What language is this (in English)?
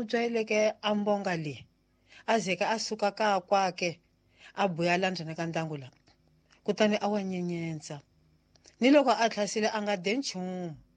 Tsonga